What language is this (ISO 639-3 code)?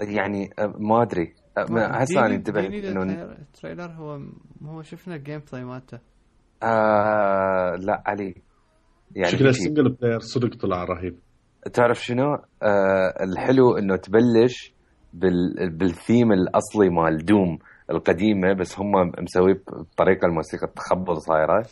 acm